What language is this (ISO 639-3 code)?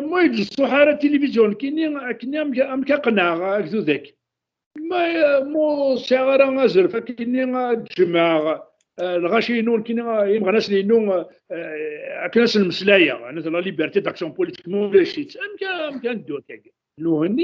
kab